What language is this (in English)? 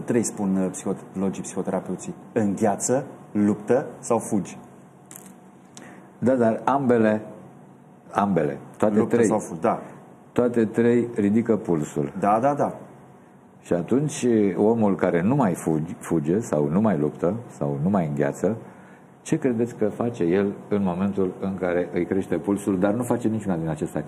Romanian